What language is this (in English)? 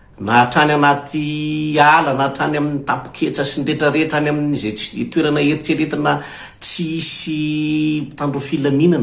Malagasy